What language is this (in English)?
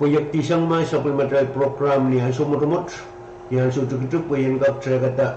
Pohnpeian